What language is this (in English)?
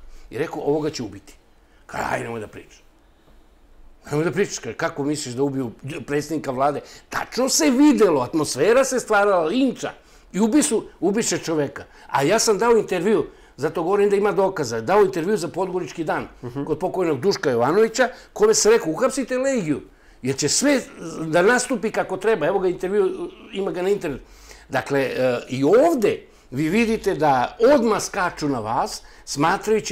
Serbian